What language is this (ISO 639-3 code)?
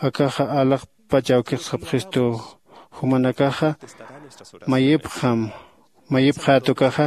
aym